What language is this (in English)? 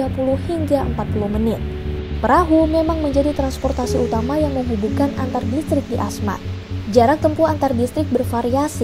Indonesian